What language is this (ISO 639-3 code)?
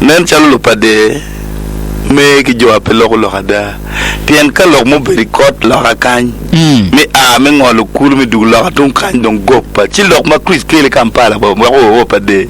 ach